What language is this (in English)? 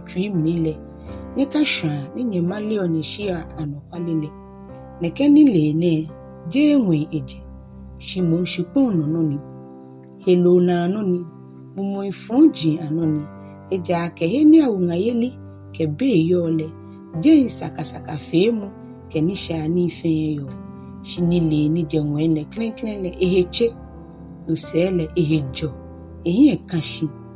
Ga